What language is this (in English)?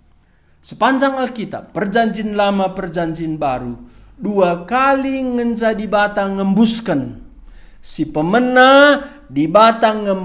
Batak Karo